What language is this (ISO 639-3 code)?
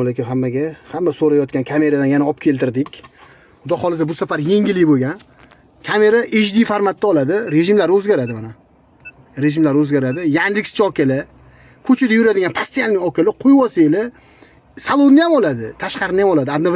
uzb